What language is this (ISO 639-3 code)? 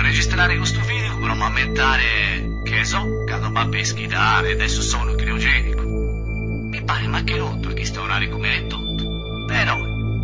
srd